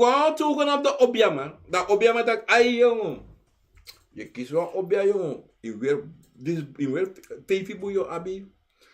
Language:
Sranan Tongo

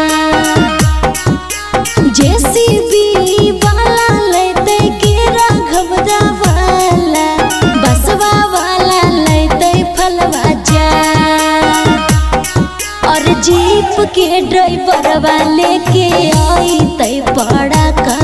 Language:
Magahi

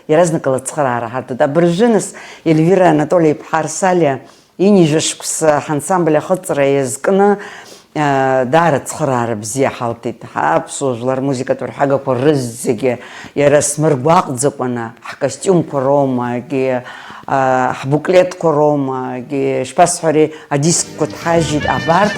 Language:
Abkhazian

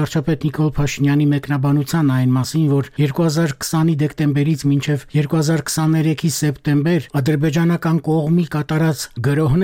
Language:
Armenian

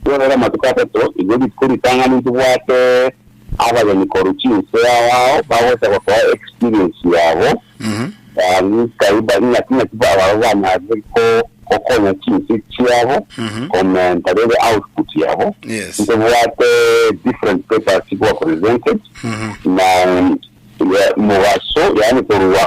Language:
Gusii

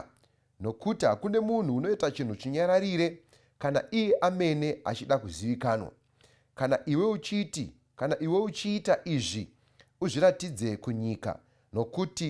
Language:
Shona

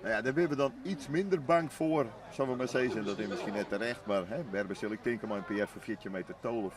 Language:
Western Frisian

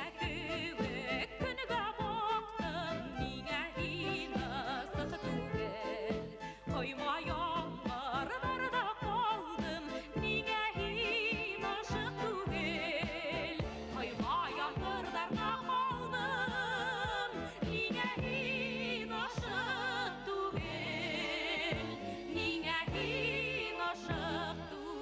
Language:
Bashkir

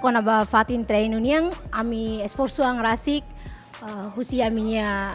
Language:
Tetum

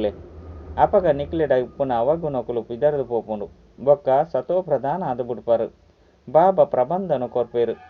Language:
Tulu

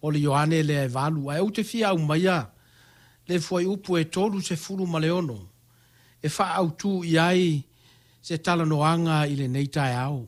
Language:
Samoan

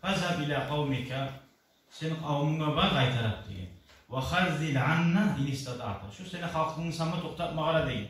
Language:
Kumyk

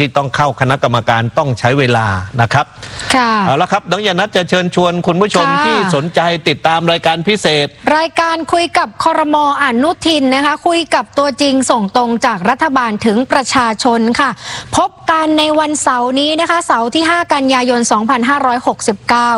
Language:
Thai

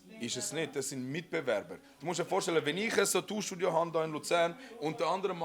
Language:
Swiss German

